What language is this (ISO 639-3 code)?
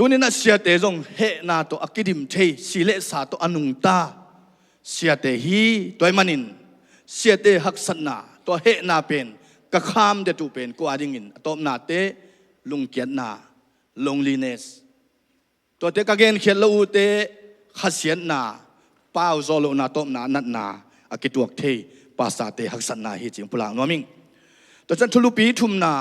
ctd